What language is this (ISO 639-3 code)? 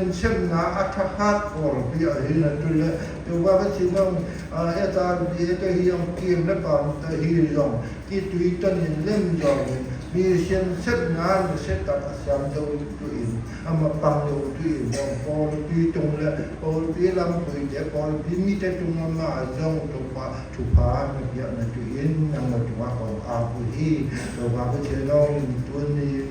csy